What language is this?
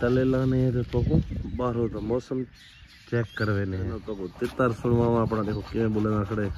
Saraiki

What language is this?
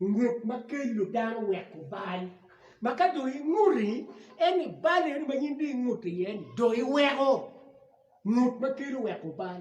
Acoli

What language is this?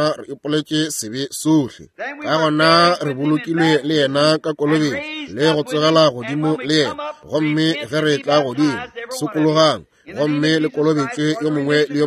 Northern Sotho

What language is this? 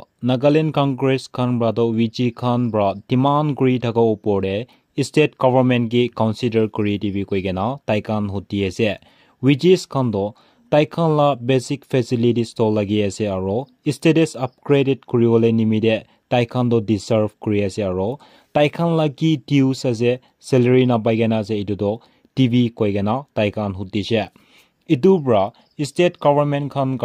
Naga Pidgin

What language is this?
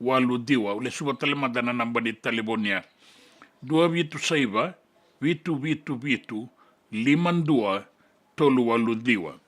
Fijian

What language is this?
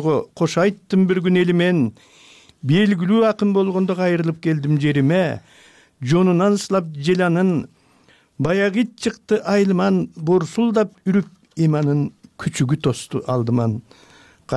Kyrgyz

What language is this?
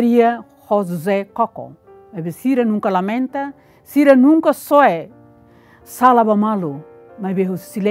Tetum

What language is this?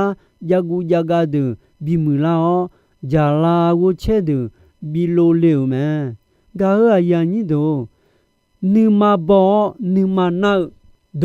Akha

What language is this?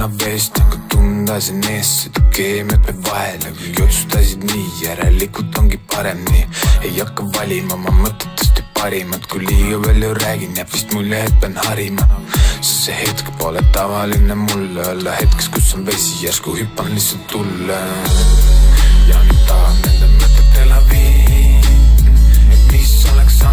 Estonian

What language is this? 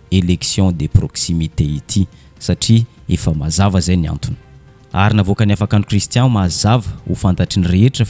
Malagasy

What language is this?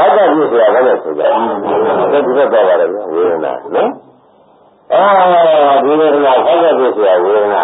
Burmese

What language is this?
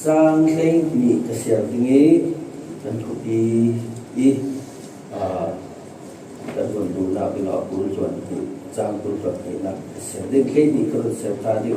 Falam Chin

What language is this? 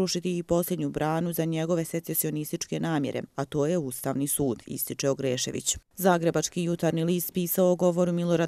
Bosnian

